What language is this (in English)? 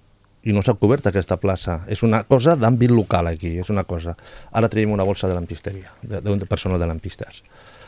Catalan